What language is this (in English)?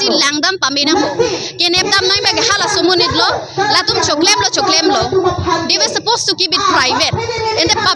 Karbi